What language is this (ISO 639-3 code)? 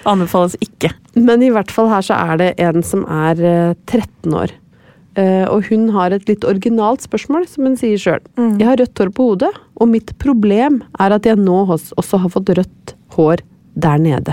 nor